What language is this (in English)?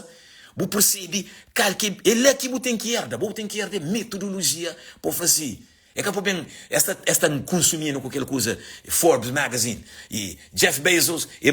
Kabuverdianu